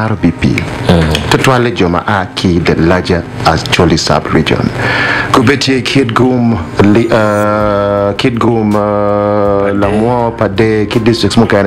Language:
Acoli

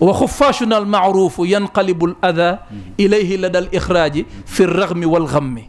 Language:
Wolof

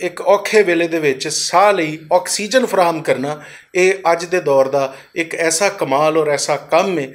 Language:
Western Panjabi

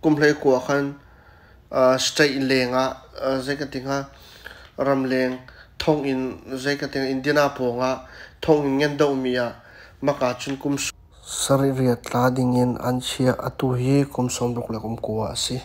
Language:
Hakha Chin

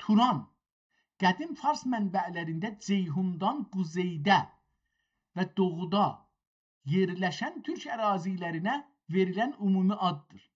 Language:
South Azerbaijani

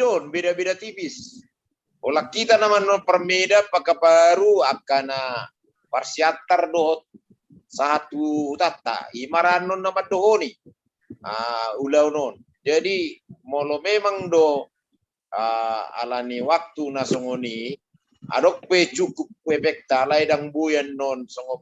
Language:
Batak Toba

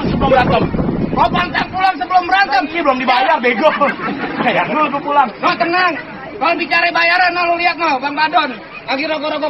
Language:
Betawi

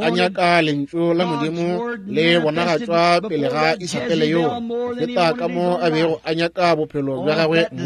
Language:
Northern Sotho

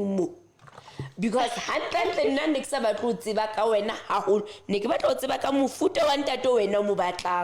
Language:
Southern Sotho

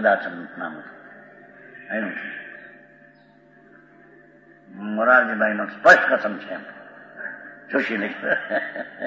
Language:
Gujarati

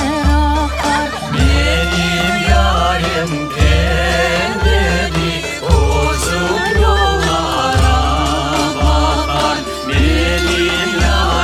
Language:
Crimean Tatar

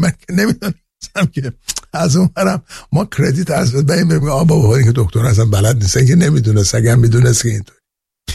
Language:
Persian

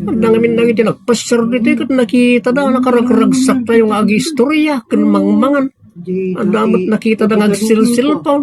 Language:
Iloko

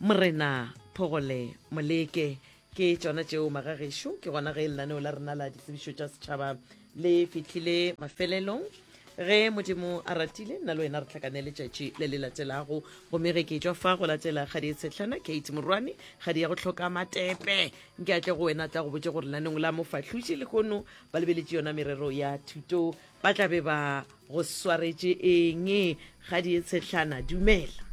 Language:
Northern Sotho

